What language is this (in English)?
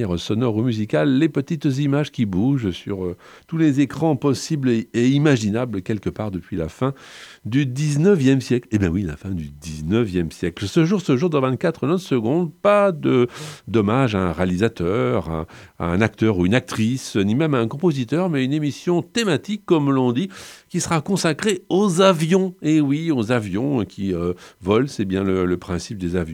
French